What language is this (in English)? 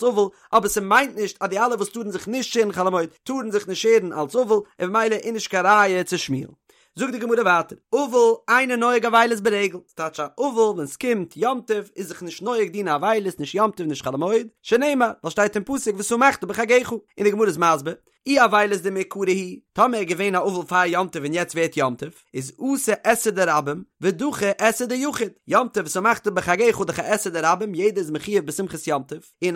Yiddish